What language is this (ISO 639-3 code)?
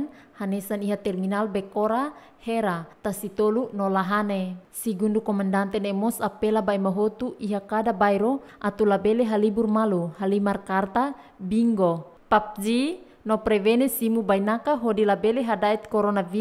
tet